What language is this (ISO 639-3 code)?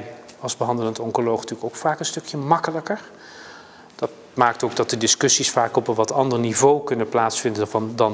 nld